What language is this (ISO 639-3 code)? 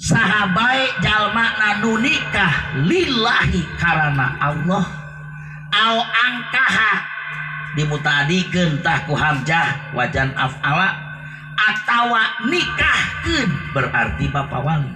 sun